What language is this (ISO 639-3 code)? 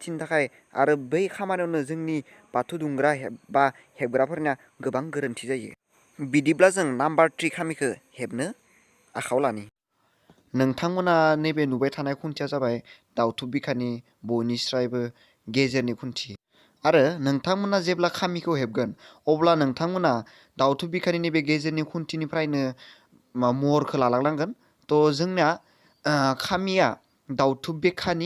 brx